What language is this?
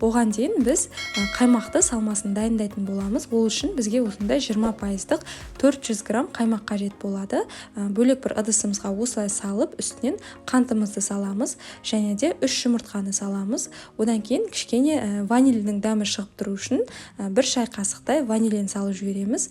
Kazakh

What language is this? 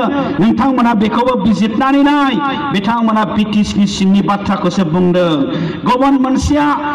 Bodo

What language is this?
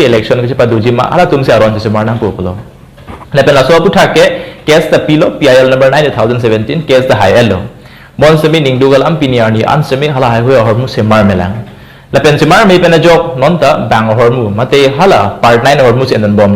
Karbi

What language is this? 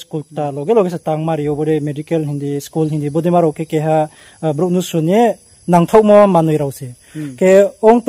Riang (India)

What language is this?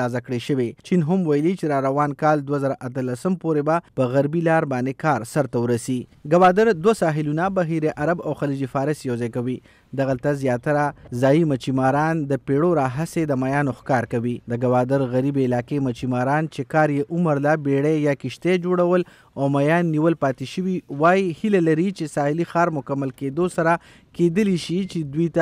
Pashto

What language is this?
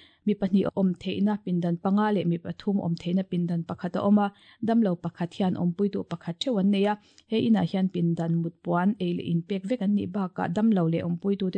Mizo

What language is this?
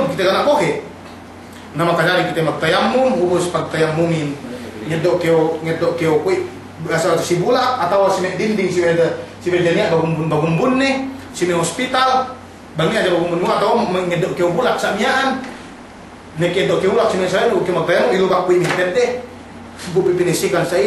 Yakan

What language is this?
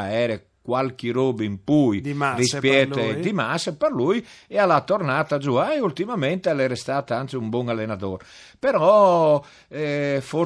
Friulian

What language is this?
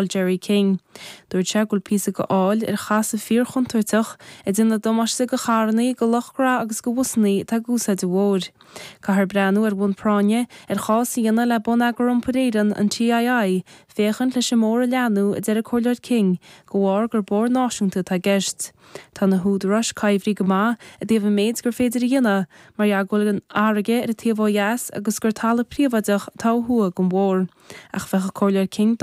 Irish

